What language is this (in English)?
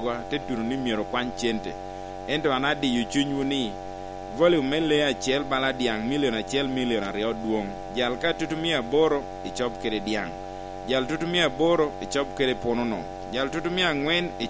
Lango (Uganda)